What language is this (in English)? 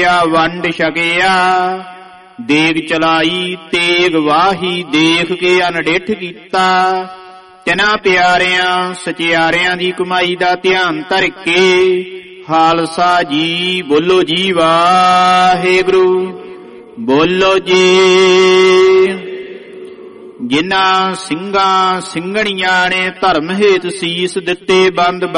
Punjabi